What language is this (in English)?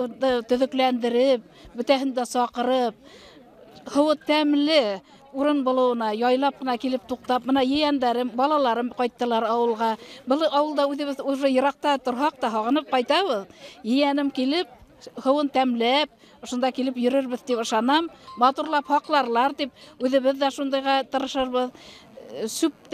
Bashkir